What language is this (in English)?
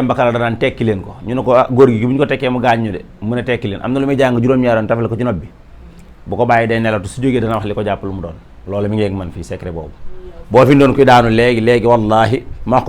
Wolof